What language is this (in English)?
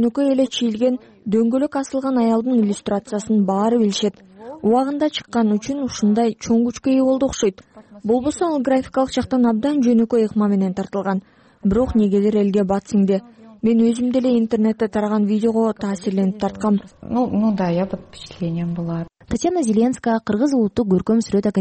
Kyrgyz